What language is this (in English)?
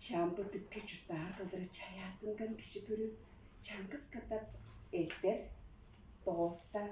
Tuvinian